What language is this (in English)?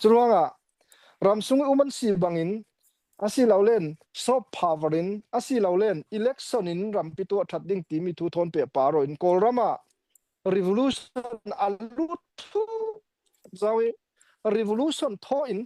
Falam Chin